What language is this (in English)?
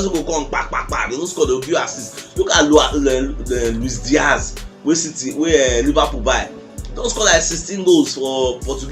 Nigerian Pidgin